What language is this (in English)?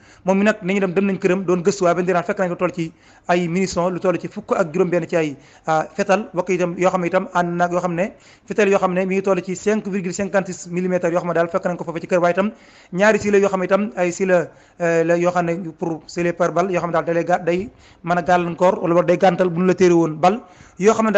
Wolof